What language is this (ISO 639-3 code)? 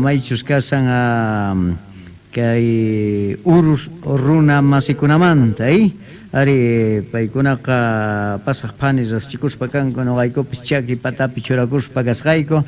que